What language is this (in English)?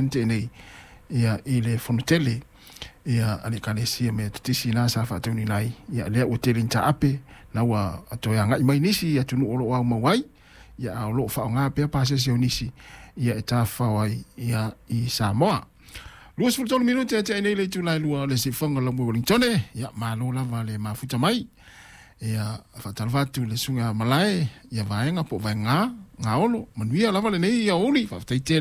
Samoan